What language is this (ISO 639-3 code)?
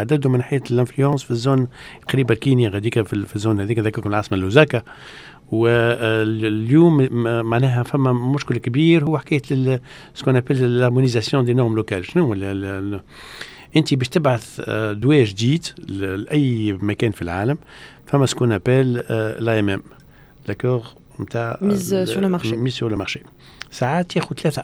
aeb